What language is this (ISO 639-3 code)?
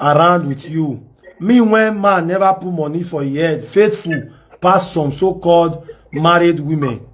pcm